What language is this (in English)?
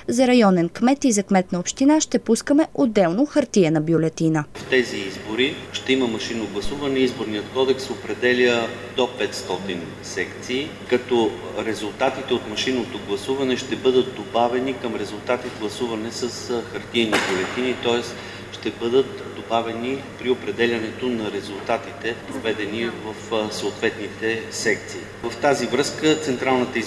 Bulgarian